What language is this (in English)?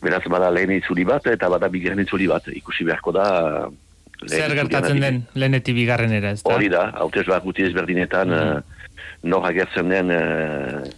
Basque